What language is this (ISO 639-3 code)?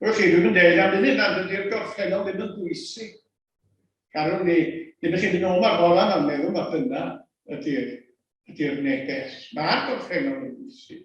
cym